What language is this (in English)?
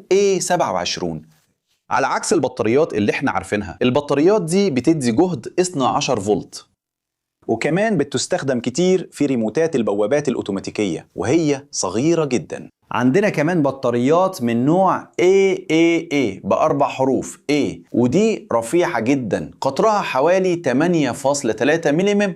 Egyptian Arabic